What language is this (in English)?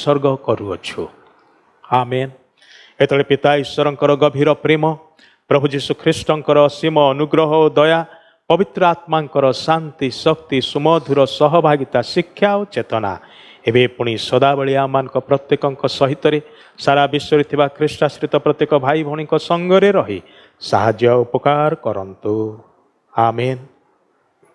Odia